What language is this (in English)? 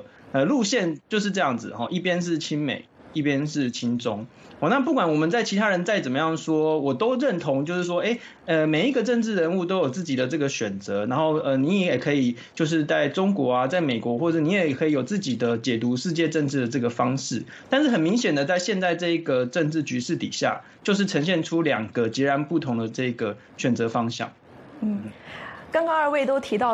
Chinese